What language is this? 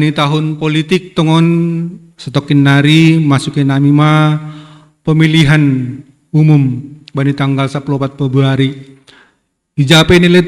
Batak Simalungun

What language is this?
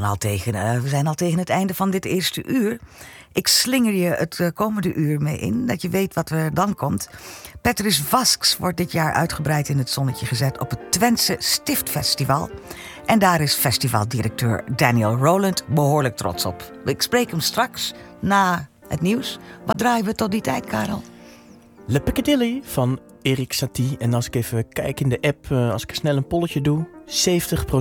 Dutch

